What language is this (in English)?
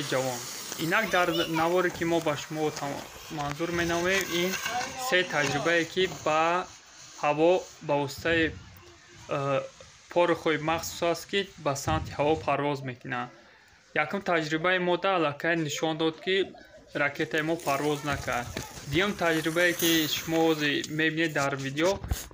Tajik